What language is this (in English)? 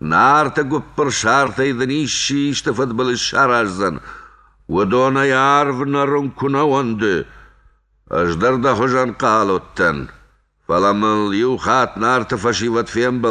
Ossetic